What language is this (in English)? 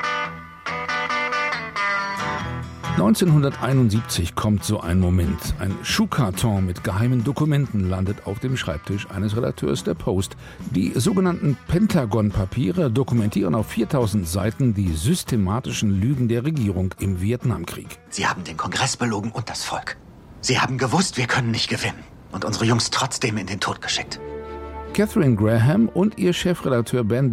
German